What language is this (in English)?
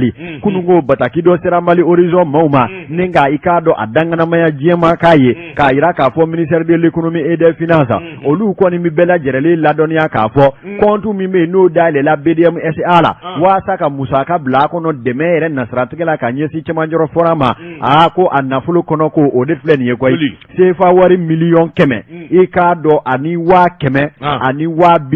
Bambara